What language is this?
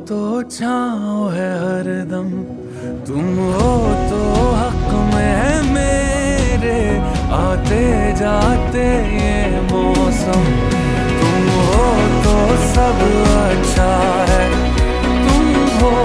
Hindi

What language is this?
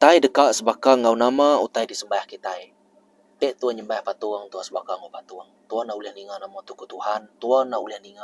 Iban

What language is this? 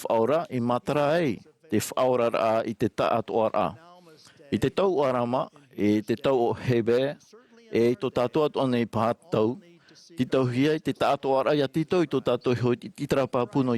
Tahitian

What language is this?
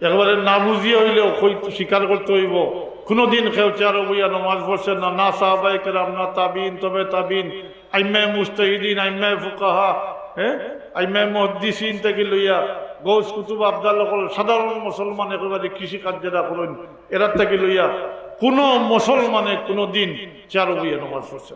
Sylheti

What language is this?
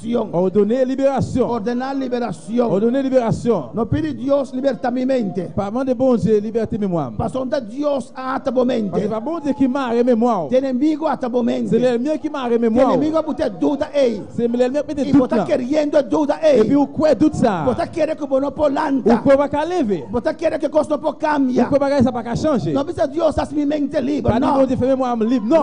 Papiamento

